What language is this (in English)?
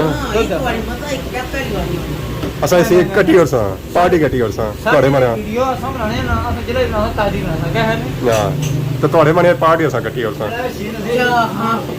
Pahari-Potwari